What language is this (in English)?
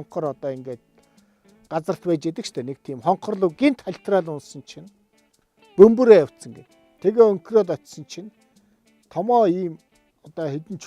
Mongolian